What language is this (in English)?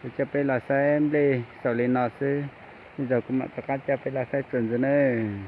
Hmong